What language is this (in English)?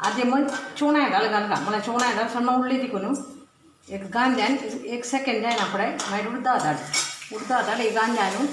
Konkani